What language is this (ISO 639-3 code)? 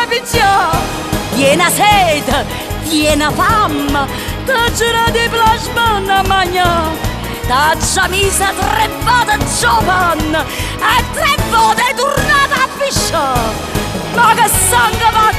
nap